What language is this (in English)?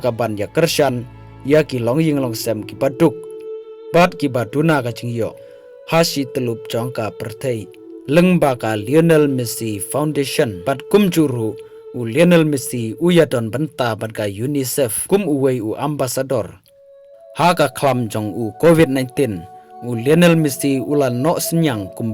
Khasi